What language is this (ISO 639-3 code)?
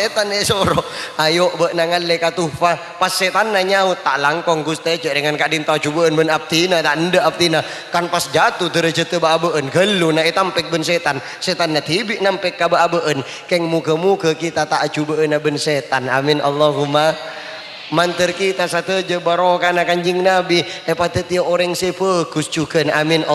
mad